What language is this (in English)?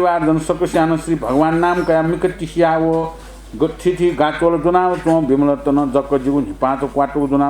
Newari